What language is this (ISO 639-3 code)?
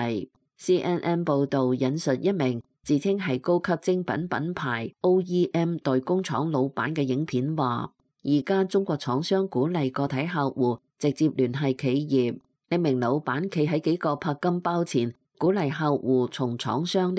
yue